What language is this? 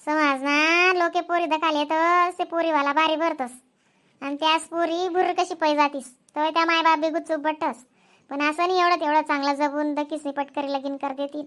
Khandesi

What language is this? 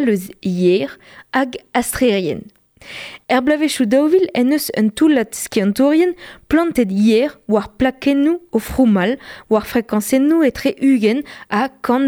Breton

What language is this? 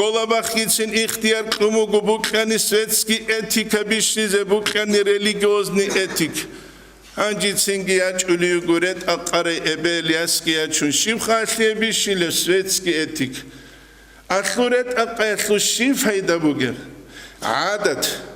Avaric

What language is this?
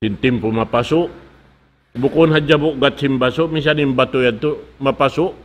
Tausug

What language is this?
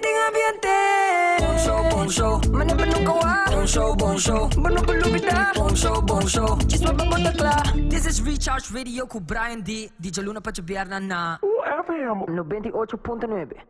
Papiamento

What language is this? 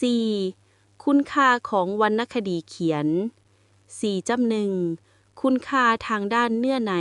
Lao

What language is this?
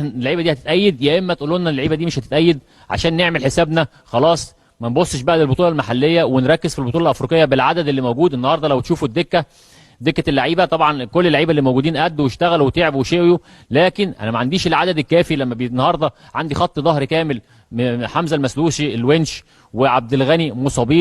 Egyptian Arabic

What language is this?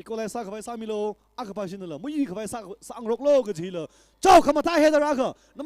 Tangkhul Naga (India)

